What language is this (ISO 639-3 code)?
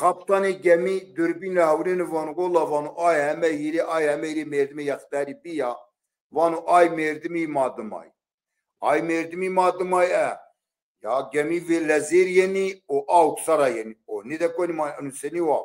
zza